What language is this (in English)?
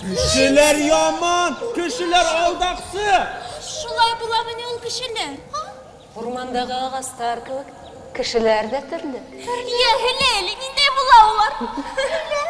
Bashkir